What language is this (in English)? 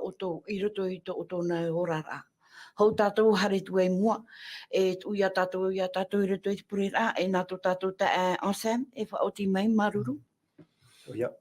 Tahitian